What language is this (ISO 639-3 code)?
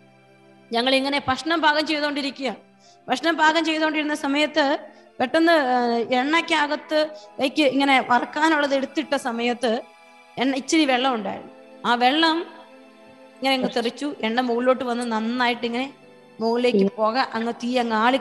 mal